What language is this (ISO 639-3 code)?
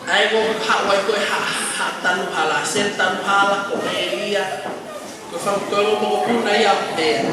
ton